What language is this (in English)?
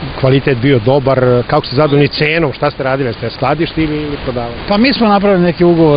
Serbian